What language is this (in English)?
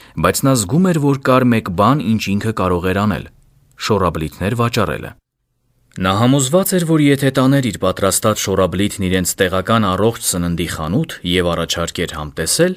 Armenian